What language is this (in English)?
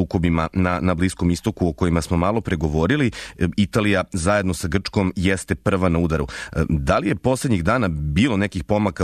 Serbian